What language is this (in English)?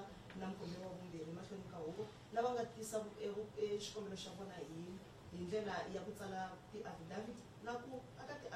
Tsonga